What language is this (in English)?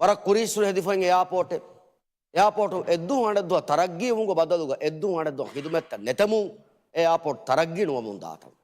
Divehi